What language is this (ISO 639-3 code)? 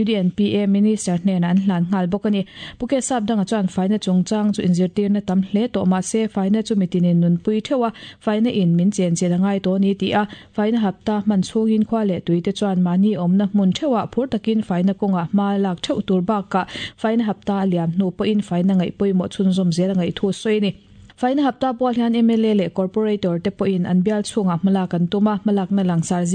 lus